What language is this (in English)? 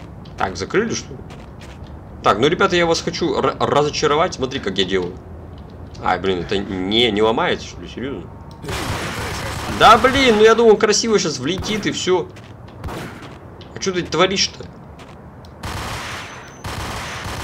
Russian